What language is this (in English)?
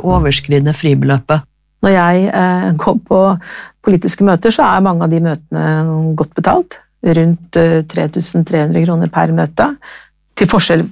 Norwegian